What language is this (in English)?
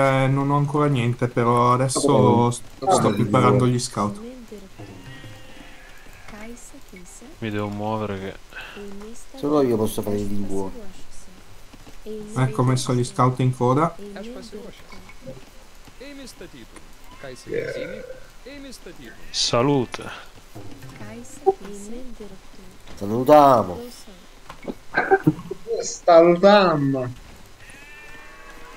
Italian